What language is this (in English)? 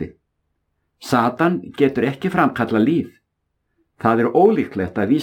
Icelandic